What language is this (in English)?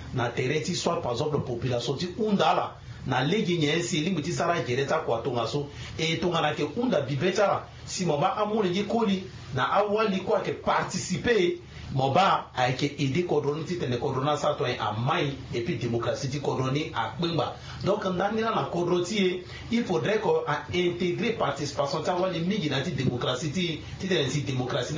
Sango